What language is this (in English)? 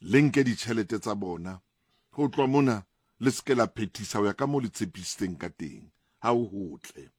Southern Sotho